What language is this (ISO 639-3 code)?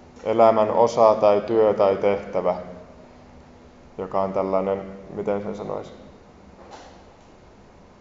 fin